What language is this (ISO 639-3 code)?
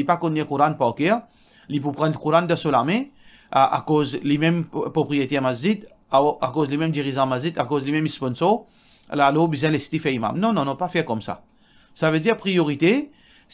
mfe